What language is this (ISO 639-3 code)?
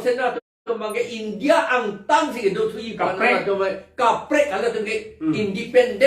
mjw